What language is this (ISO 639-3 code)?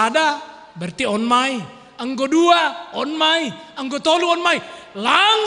bts